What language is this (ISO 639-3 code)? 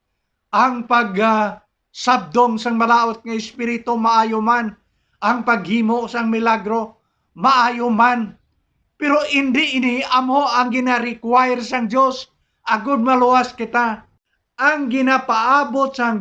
hil